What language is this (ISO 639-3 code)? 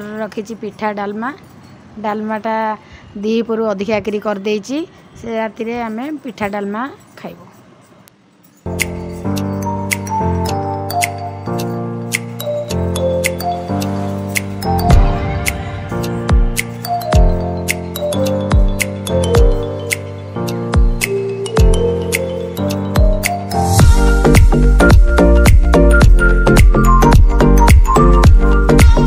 ori